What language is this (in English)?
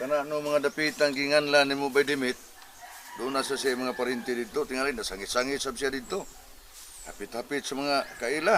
Cebuano